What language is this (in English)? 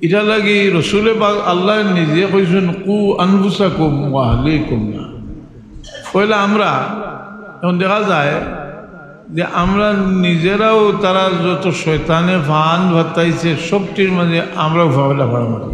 Sylheti